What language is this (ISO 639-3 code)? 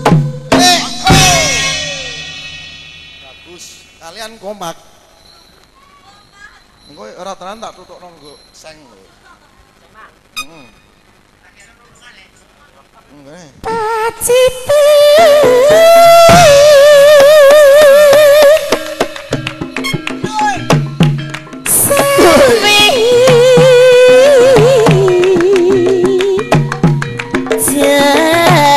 jav